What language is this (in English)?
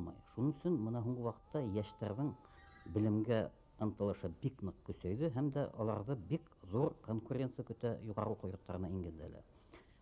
Bashkir